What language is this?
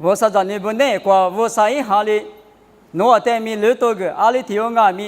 Lisu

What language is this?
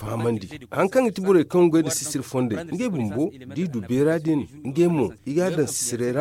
Zarma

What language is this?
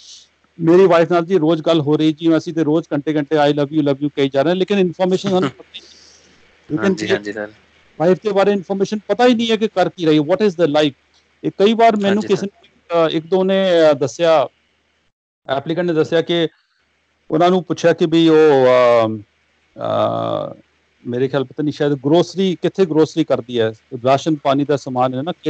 Punjabi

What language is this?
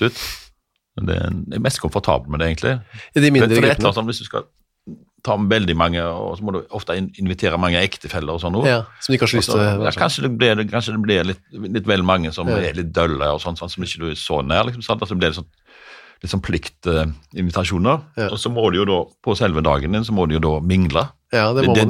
Norwegian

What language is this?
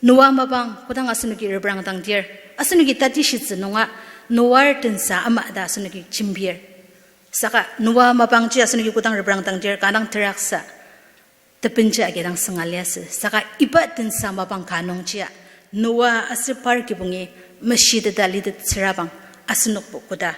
Ao Naga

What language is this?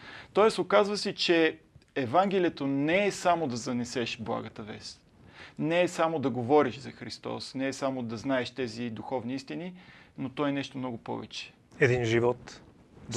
Bulgarian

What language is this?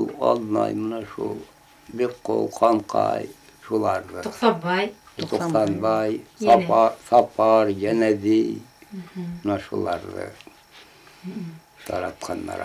Bashkir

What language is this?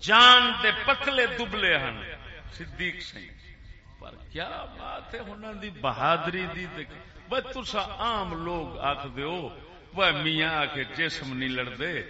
Saraiki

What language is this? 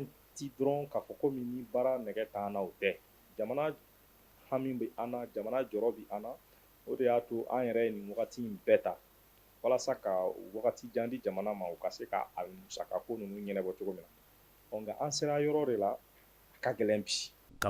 Bambara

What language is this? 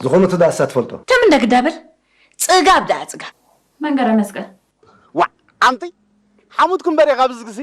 Tigrinya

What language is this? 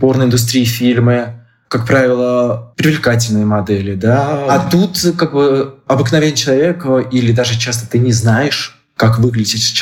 Russian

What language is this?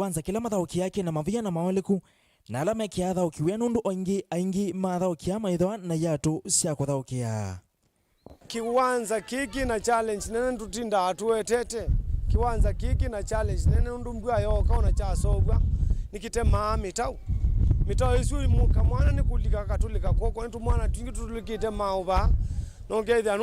Kamba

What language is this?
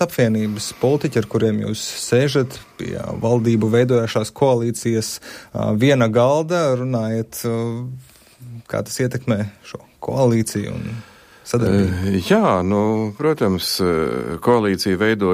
Latvian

